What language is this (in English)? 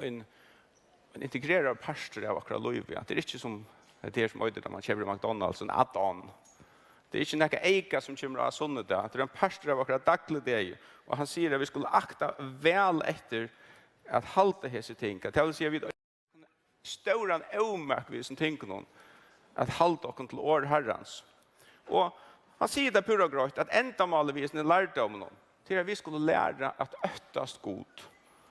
Faroese